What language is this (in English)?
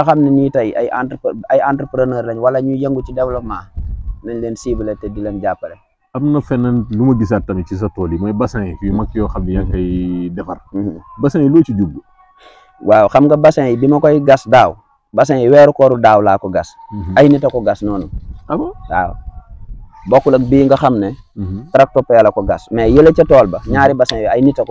Wolof